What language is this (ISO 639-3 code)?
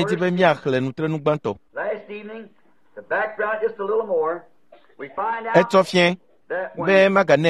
ewe